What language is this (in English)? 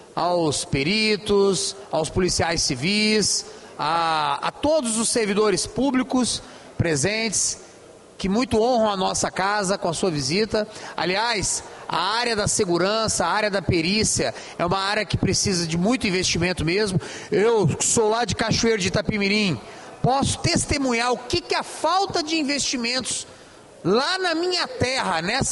Portuguese